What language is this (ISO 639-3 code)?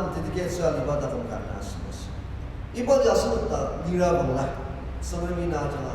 njo